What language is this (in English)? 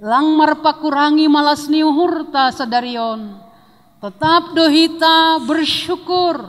Batak Simalungun